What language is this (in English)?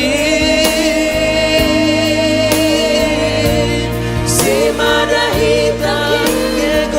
Batak Simalungun